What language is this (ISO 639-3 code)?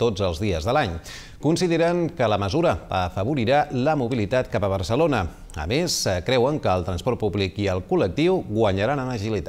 cat